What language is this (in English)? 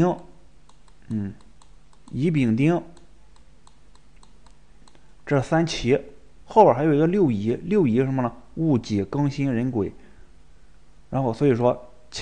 Chinese